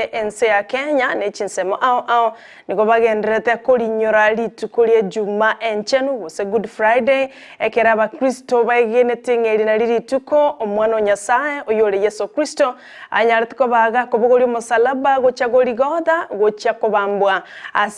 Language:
Gusii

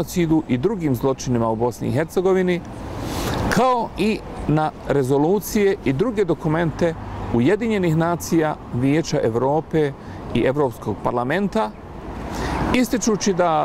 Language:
Bosnian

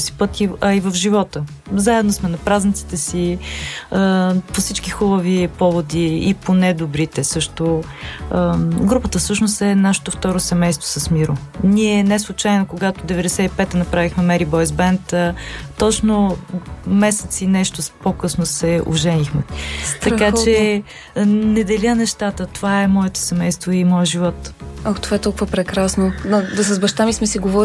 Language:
Bulgarian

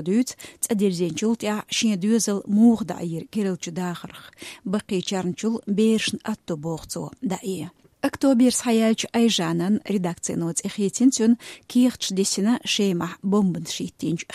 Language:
Chechen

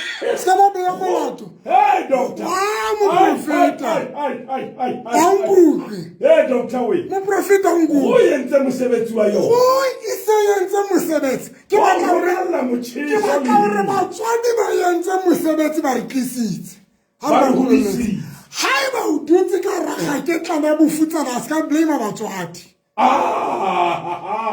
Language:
Southern Sotho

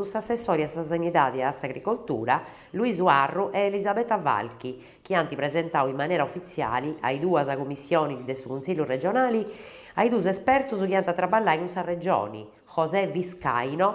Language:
Sardinian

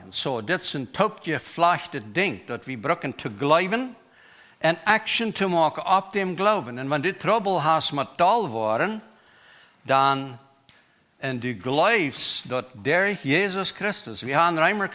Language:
Plautdietsch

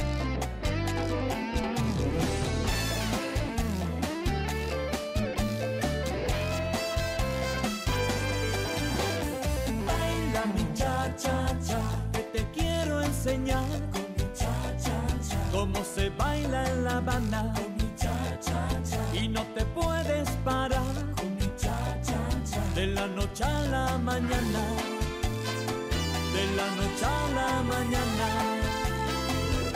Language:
Spanish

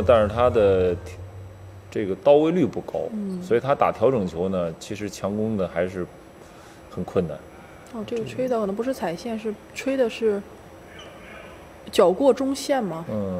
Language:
Chinese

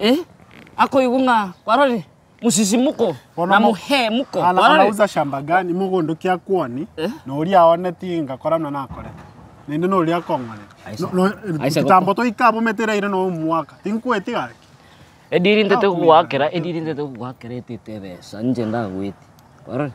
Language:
Gusii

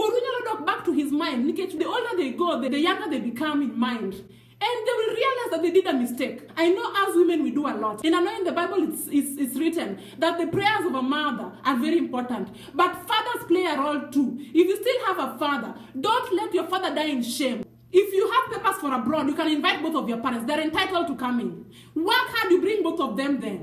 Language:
Luo (Kenya and Tanzania)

